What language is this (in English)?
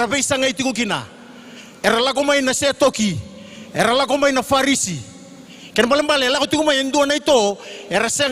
Fijian